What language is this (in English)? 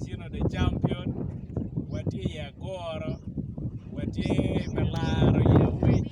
Acoli